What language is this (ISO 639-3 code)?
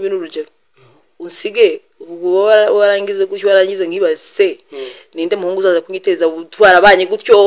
kin